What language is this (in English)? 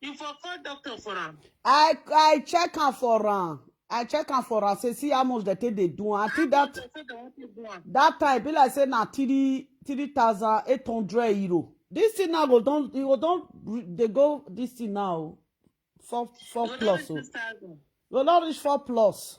Nigerian Pidgin